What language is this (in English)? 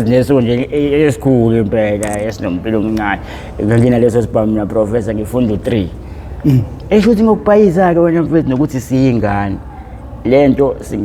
Zulu